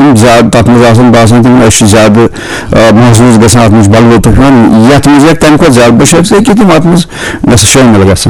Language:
Kashmiri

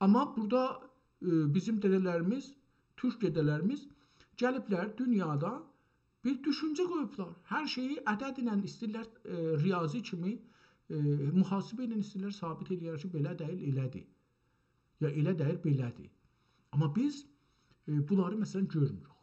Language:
South Azerbaijani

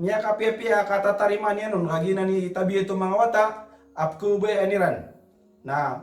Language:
Maranao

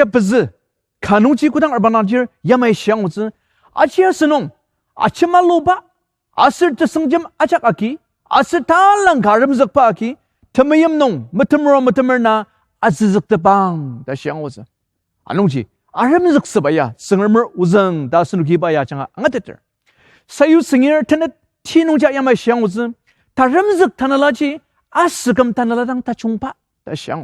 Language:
Ao Naga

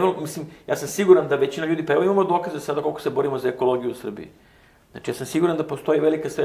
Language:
Serbian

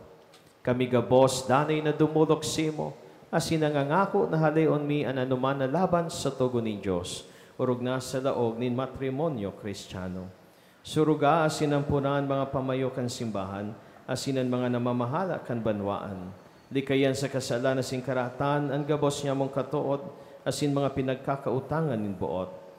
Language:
Bikol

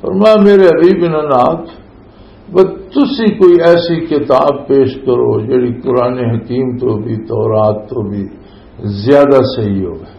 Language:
Western Panjabi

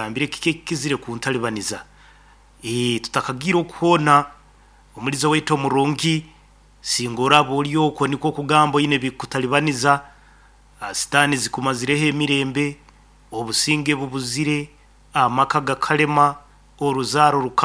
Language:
Nyoro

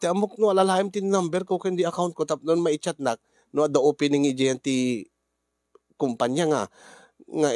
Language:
Iloko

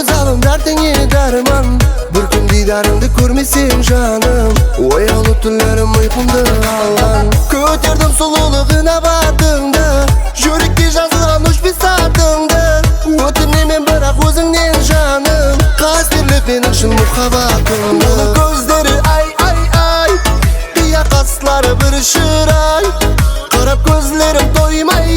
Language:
Kara-Kalpak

